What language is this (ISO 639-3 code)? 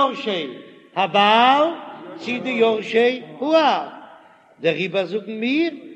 yid